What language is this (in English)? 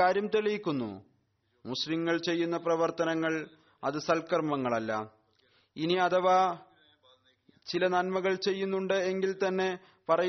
Malayalam